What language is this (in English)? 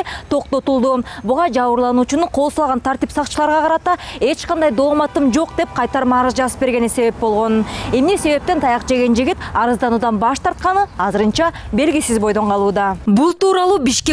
Kyrgyz